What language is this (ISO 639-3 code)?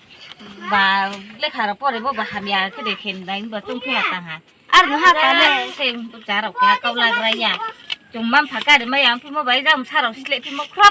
ria